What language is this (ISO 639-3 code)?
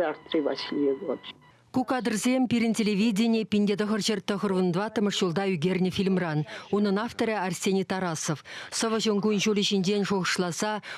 chv